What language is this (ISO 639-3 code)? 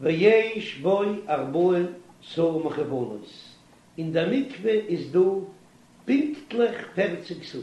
yid